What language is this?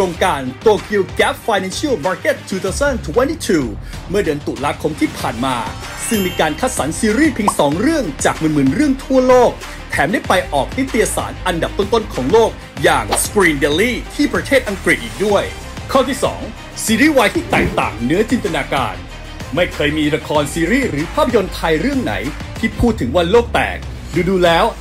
Thai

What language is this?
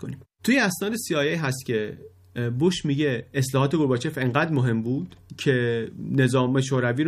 Persian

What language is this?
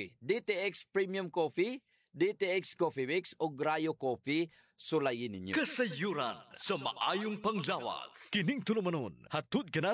Cebuano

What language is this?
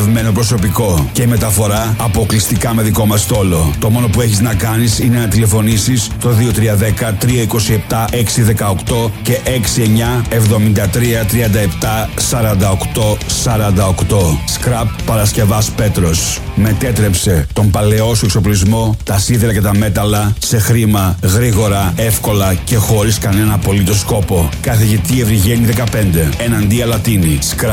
Greek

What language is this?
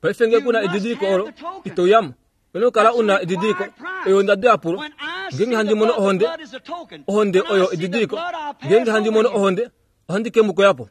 Kuanyama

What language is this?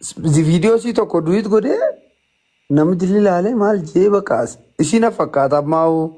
Oromo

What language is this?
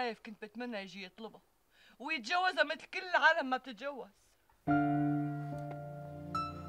North Levantine Arabic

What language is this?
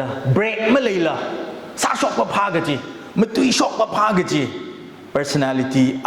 Tangkhul Naga (India)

